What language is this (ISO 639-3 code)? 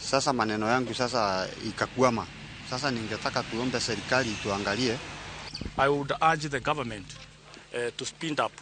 luo